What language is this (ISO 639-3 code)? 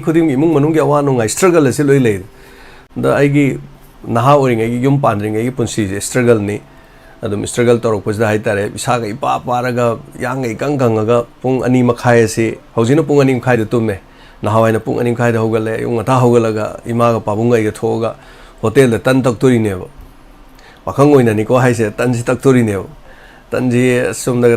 mni